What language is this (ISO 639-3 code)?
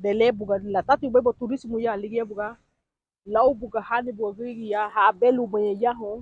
cab